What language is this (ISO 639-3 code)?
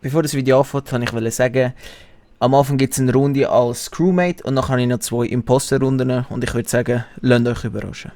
gsw